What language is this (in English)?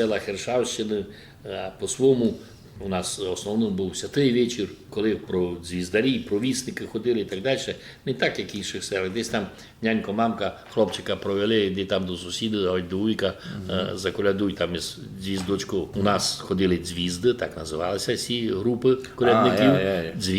Rusyn